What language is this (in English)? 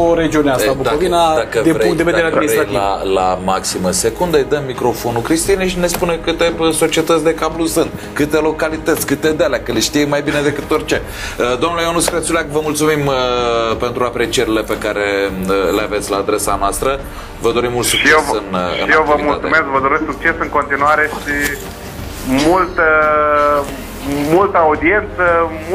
Romanian